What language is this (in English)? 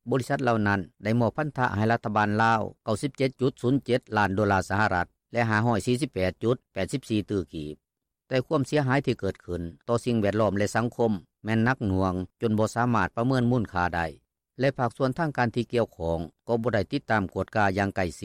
Lao